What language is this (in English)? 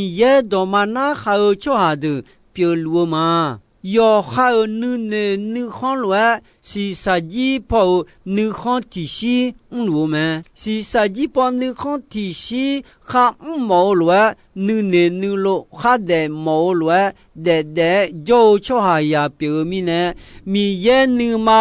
Akha